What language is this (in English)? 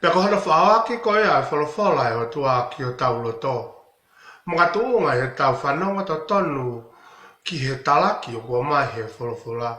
Tongan